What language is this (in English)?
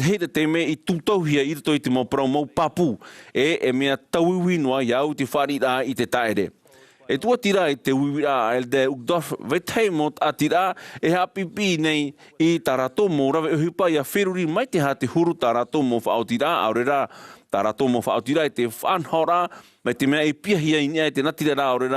Tahitian